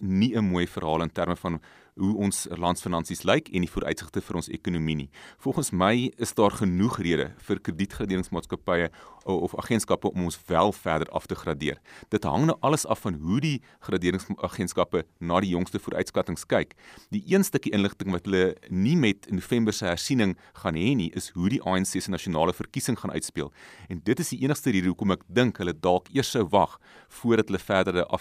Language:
Afrikaans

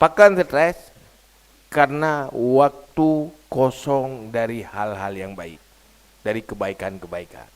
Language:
Achinese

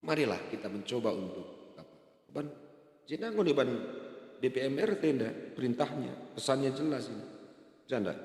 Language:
Batak Karo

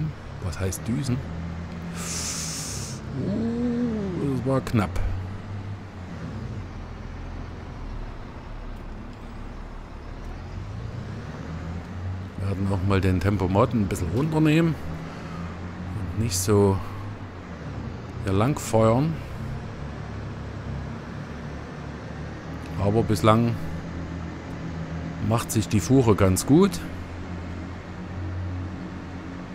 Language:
German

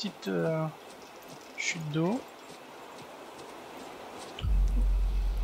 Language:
French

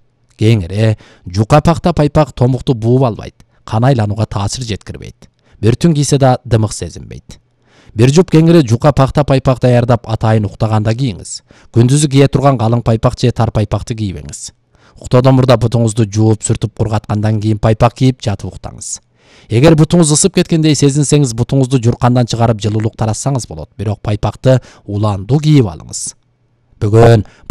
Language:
Kyrgyz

